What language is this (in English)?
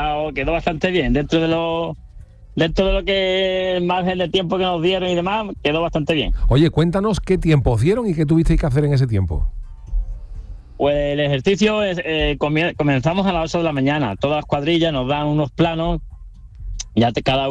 Spanish